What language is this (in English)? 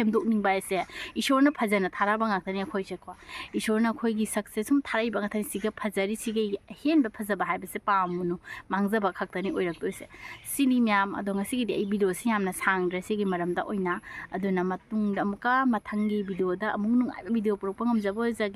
Manipuri